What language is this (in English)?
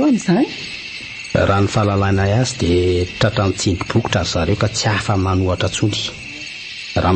Malagasy